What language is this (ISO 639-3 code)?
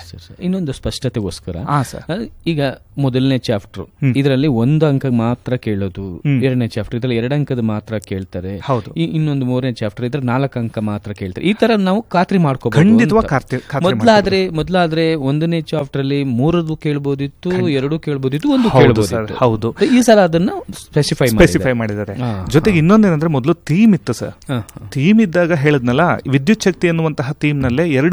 kan